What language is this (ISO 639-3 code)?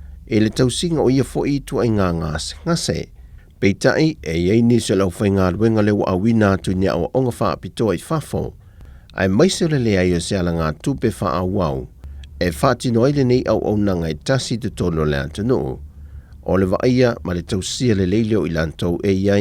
smo